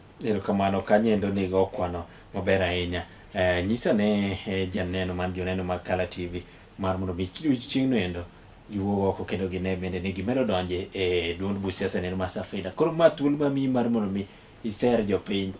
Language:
Luo (Kenya and Tanzania)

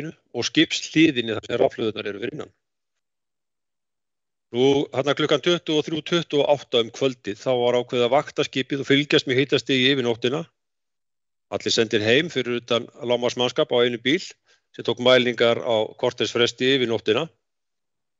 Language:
Icelandic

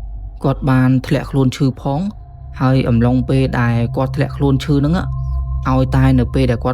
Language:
Khmer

